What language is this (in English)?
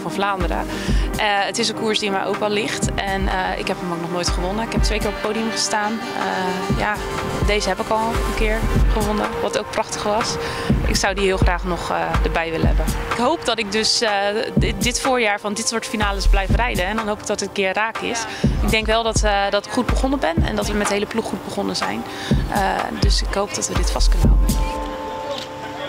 Dutch